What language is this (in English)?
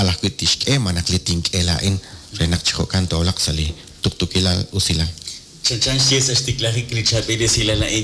Kekchí